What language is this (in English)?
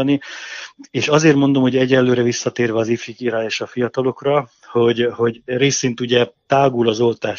Hungarian